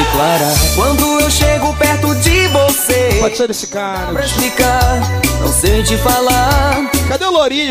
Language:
Portuguese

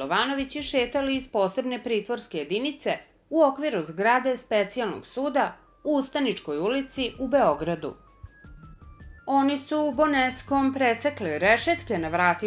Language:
Serbian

